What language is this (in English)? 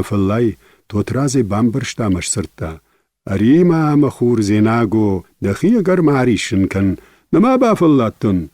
Ossetic